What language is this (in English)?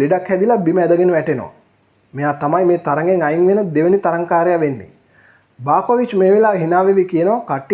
Sinhala